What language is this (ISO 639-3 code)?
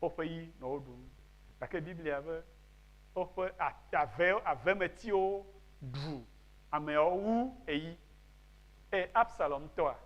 ewe